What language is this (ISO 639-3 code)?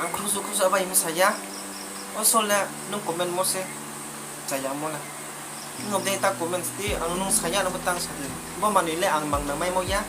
ria